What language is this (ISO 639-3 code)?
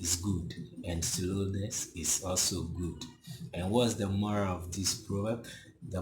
ewe